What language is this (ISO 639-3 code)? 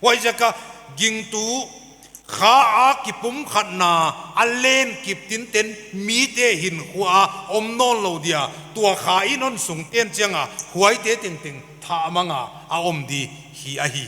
pck